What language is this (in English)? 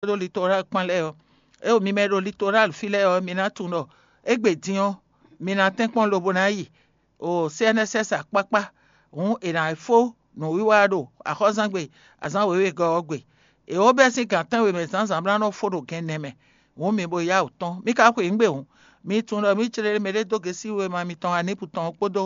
Fon